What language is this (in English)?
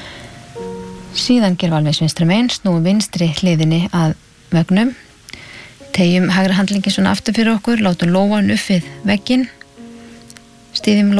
Icelandic